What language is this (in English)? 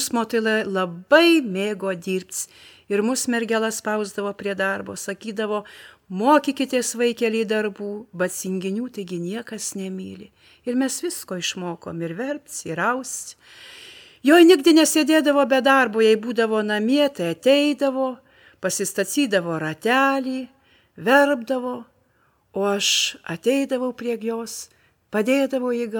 Lithuanian